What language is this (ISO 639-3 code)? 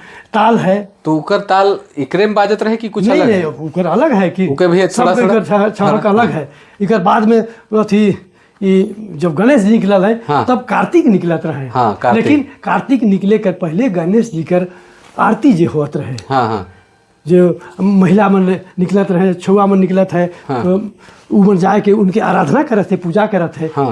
sck